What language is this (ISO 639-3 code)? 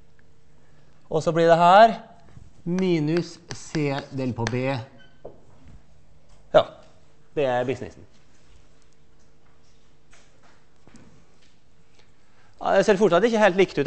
nor